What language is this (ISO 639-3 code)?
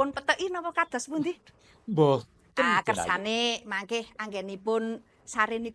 jav